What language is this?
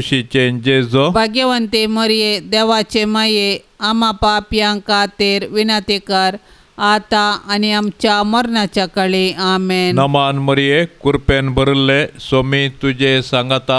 Konkani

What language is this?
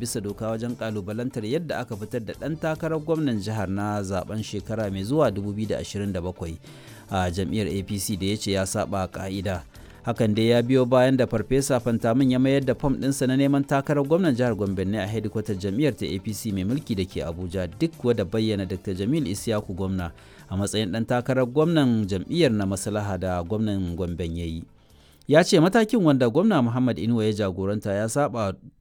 Hausa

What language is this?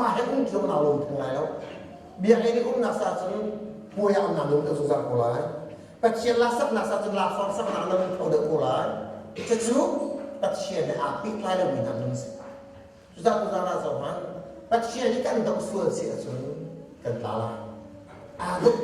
Hakha Chin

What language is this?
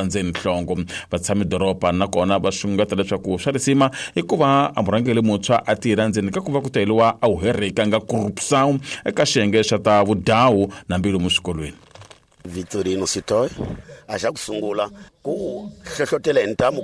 Tsonga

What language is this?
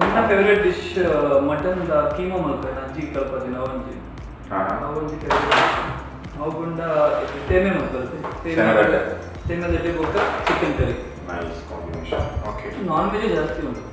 Tulu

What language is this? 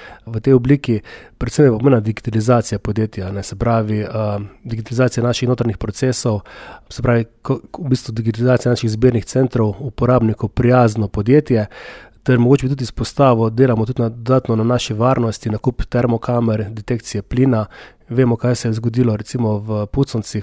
Slovenian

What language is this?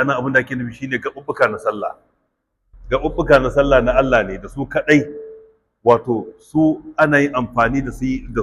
Hausa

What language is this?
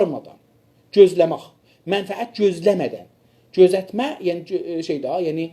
South Azerbaijani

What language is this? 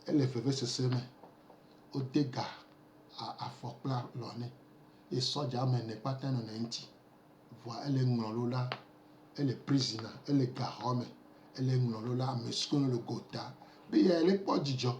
Gen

